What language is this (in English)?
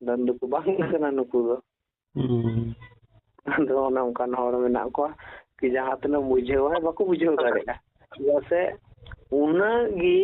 Santali